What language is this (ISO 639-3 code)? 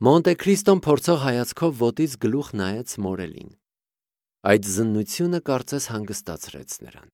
hye